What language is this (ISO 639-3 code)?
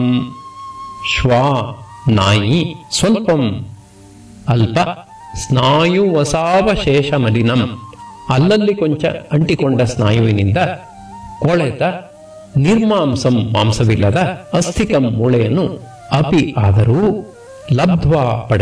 kan